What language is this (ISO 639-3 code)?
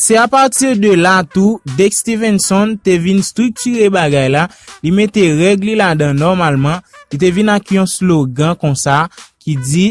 hat